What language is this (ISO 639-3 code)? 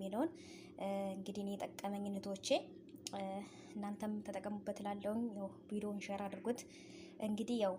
amh